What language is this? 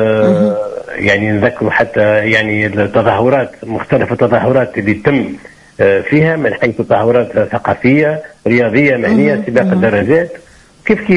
Tunisian Arabic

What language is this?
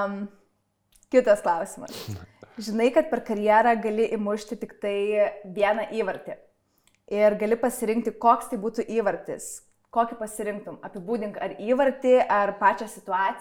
Lithuanian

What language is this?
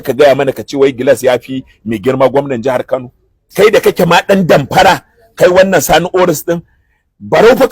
Hausa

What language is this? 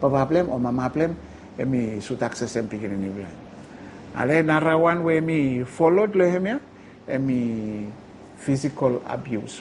Bislama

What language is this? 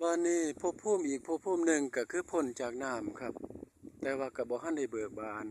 Northeastern Thai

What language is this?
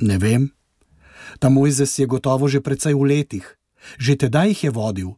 Slovenian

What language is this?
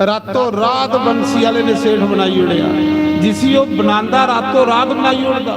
Dogri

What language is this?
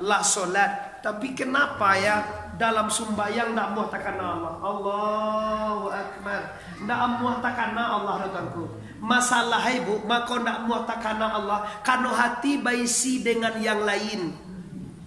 Minangkabau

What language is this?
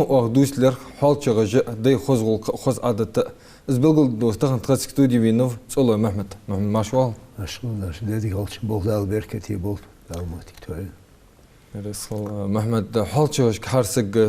Ingush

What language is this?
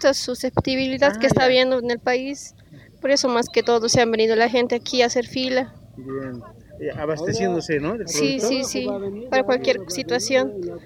Spanish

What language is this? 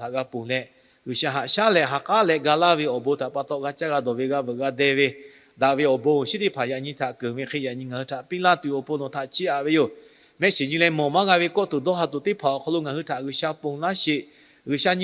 Lahu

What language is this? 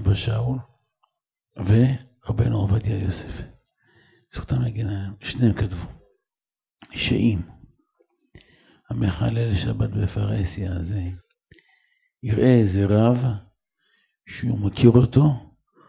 Hebrew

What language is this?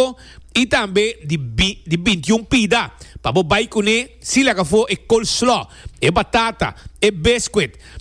Papiamento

